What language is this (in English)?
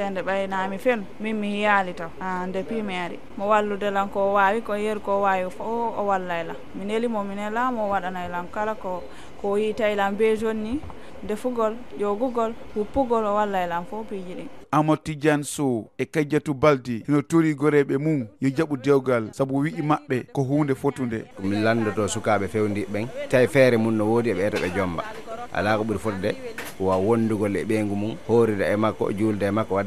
Fula